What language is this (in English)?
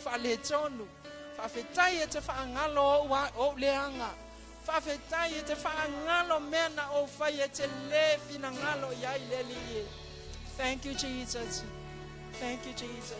Samoan